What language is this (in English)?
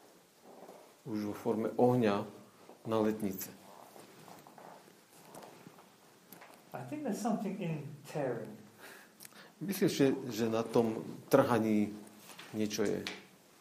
Slovak